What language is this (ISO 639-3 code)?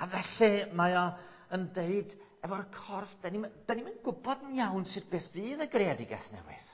cym